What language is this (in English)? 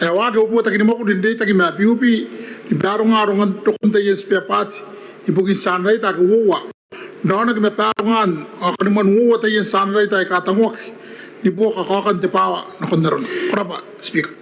Gilbertese